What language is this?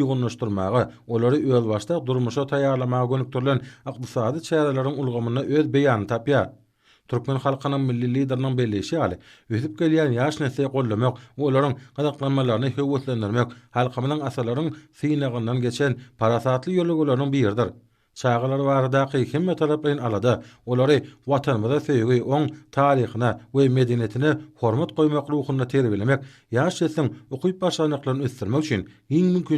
Turkmen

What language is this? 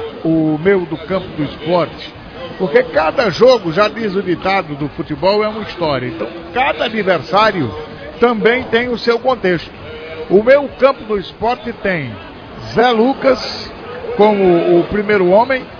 Portuguese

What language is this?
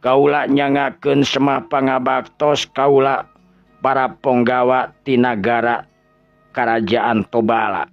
Sundanese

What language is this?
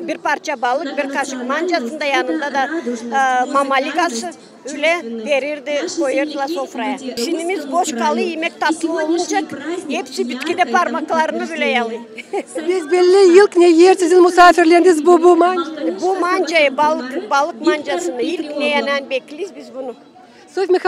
Gagauz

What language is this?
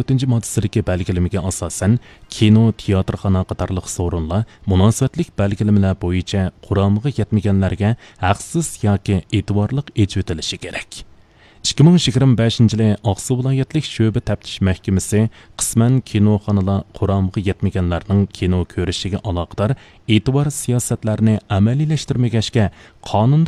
Uyghur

